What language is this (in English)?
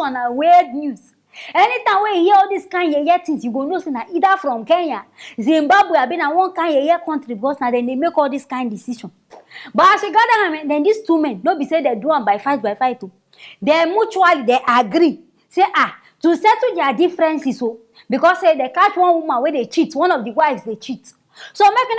Nigerian Pidgin